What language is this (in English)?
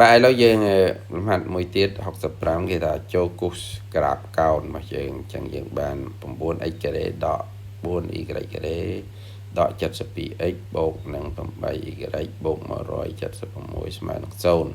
Khmer